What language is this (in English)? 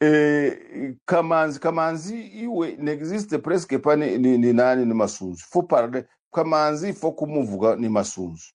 Kinyarwanda